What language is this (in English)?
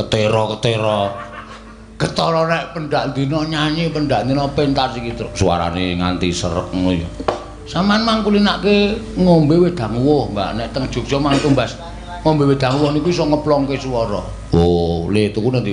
Javanese